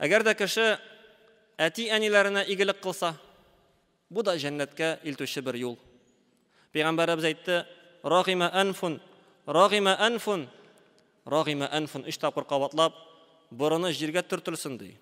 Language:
Tatar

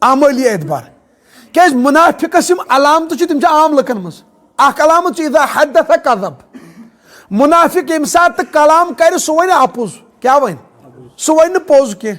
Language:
Kashmiri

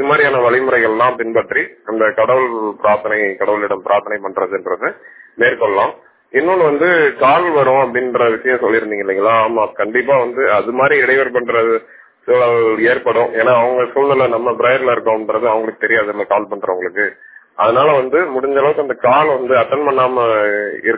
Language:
Tamil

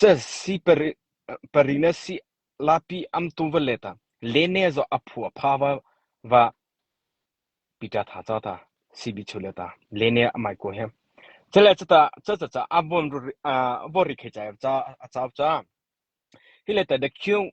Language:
Mara Chin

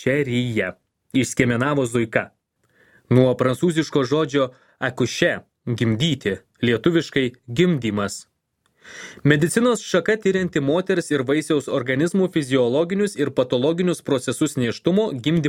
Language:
Lithuanian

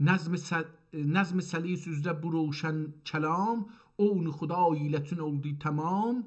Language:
South Azerbaijani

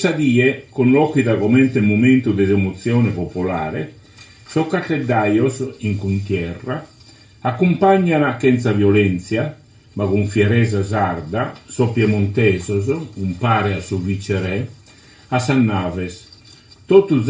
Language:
Sardinian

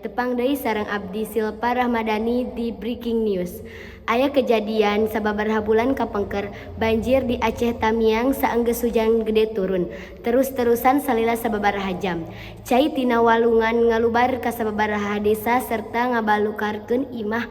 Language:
Sundanese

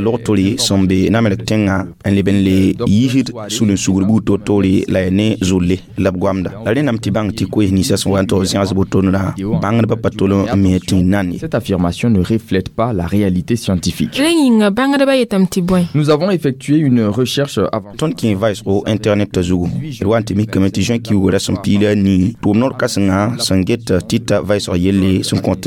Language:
Mossi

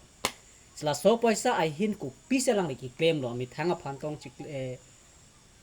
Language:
Karbi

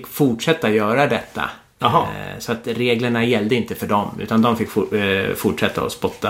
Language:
Swedish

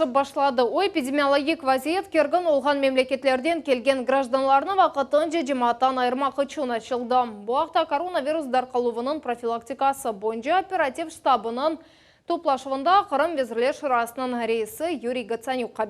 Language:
Crimean Tatar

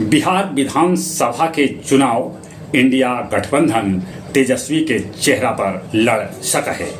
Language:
Magahi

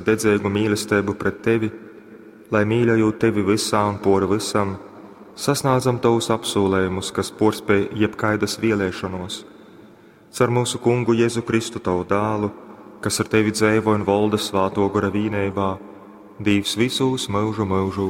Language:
Latgalian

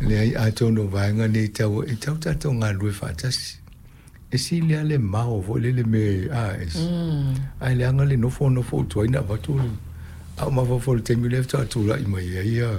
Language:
Samoan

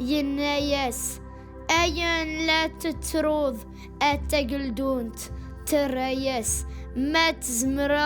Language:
Kabyle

